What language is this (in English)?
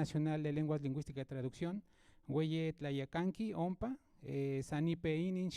Central Nahuatl